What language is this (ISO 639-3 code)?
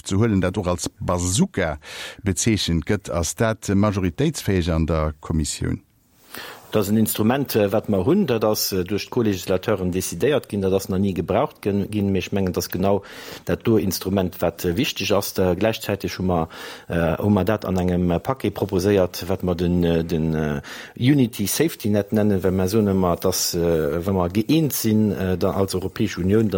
ltz